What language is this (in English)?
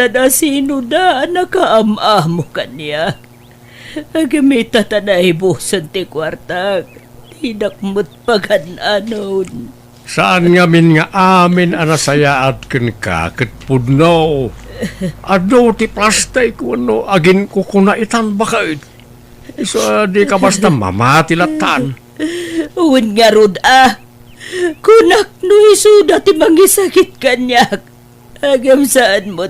Iloko